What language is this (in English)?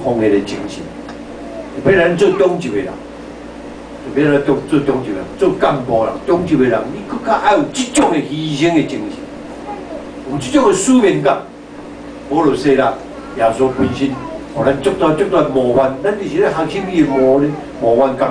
Min Nan Chinese